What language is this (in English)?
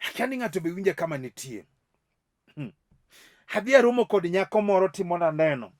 Luo (Kenya and Tanzania)